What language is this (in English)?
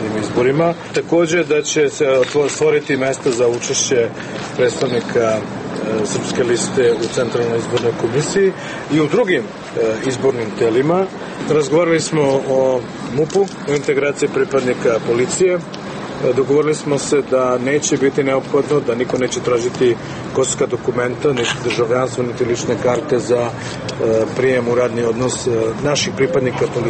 Serbian